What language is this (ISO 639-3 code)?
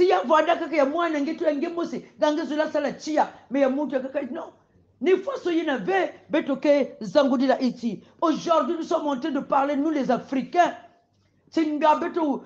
kon